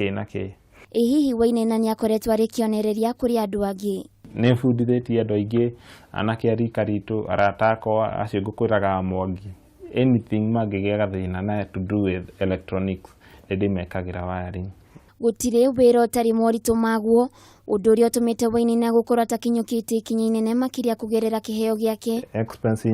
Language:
Kikuyu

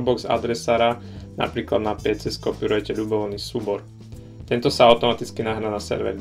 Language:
Slovak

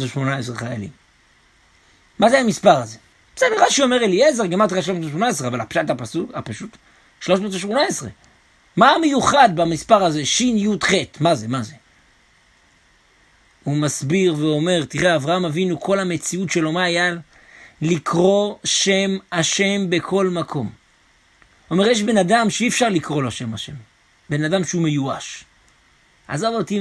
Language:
Hebrew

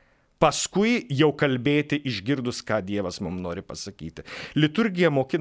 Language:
Lithuanian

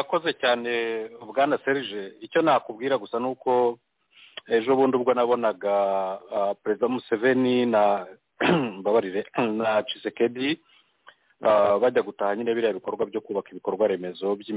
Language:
Kinyarwanda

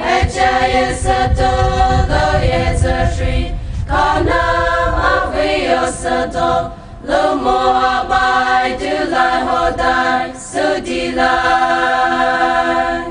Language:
Poumei Naga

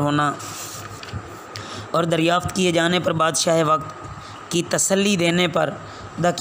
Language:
Urdu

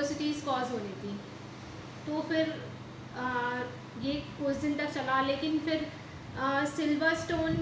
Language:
Hindi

